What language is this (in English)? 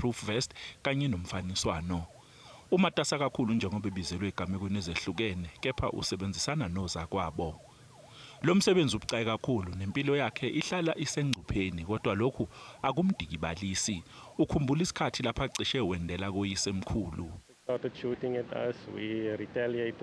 Zulu